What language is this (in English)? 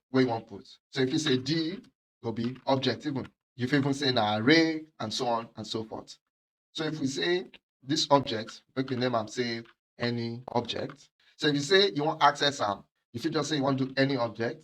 Nigerian Pidgin